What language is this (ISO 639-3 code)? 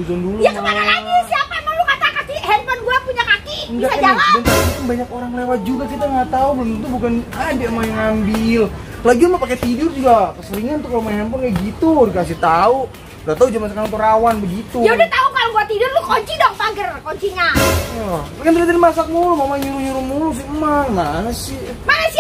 bew